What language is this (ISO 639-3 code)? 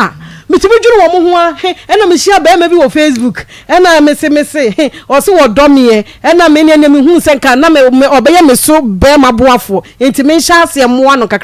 aka